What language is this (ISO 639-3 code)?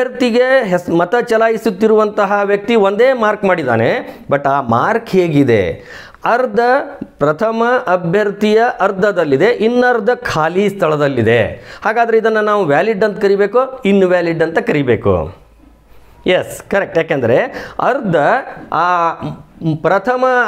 kan